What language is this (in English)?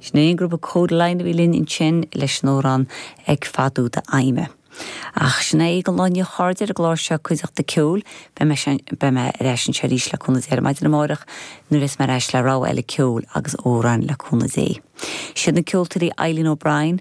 Irish